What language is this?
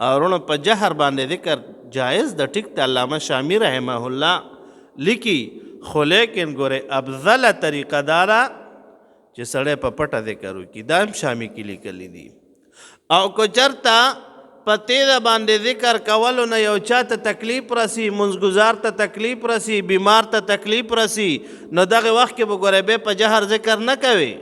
Pashto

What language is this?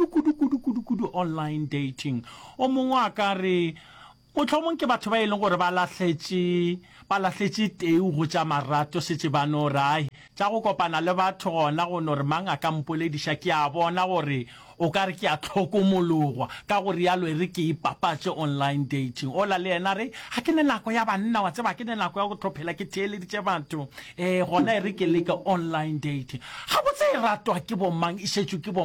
Northern Sotho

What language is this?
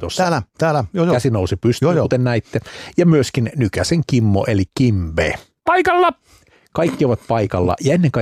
Finnish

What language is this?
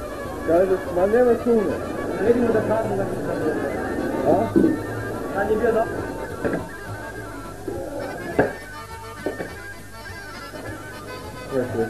Serbian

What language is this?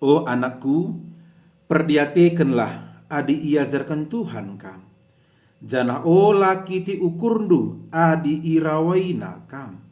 Batak Karo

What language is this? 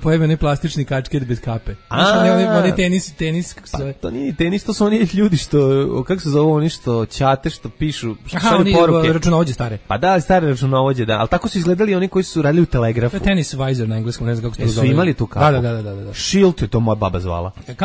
Serbian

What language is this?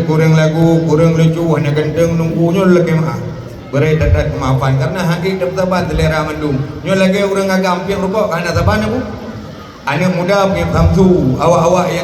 Achinese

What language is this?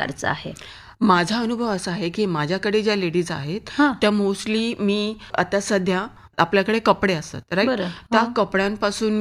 Marathi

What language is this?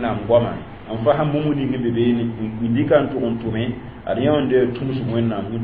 Mossi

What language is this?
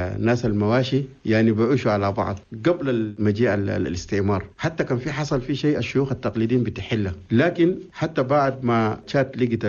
Chadian Arabic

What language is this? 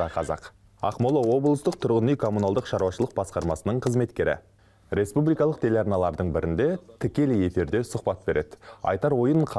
Kazakh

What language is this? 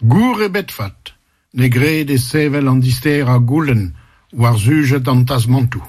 Breton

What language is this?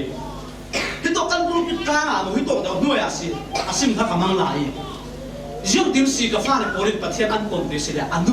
Falam Chin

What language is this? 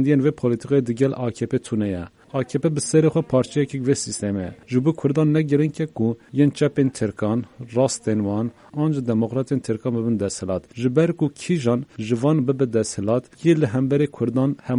Kurdish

